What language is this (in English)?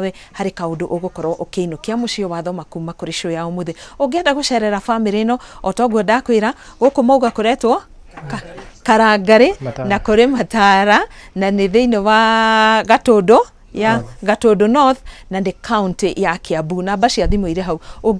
Kikuyu